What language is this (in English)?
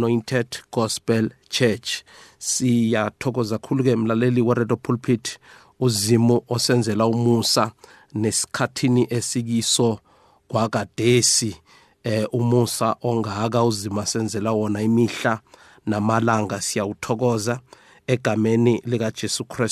South Ndebele